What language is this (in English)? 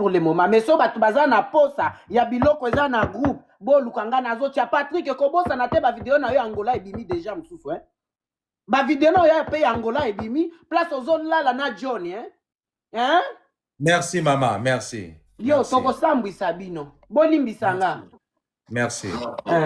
Lingala